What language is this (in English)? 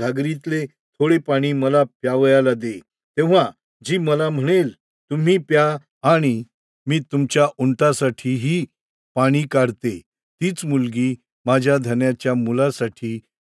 Marathi